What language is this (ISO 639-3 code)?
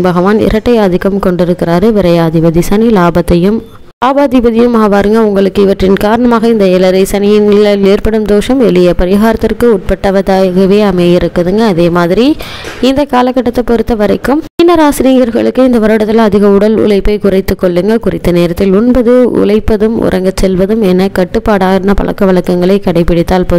tam